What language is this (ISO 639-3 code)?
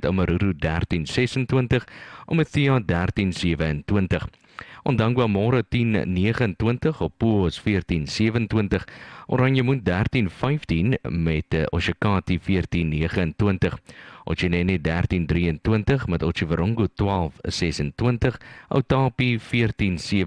afr